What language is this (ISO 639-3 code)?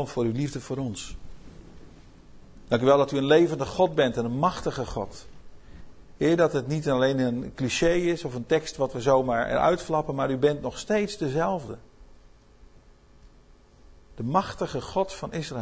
nld